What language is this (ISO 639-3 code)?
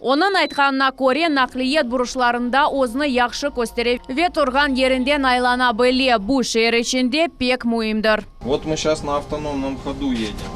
crh